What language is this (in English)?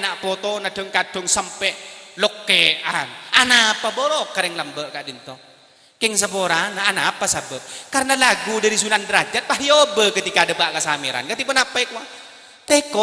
Madurese